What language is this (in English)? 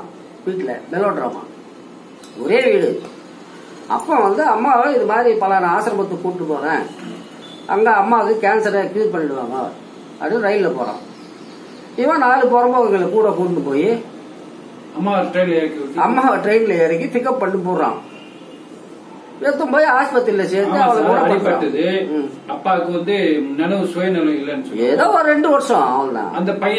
Tamil